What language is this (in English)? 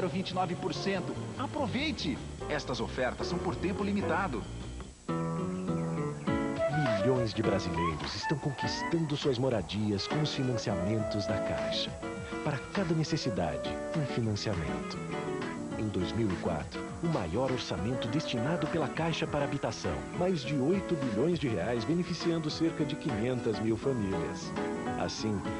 Portuguese